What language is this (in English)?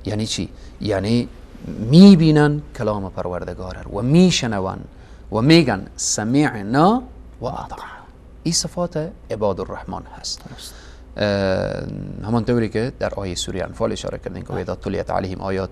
Persian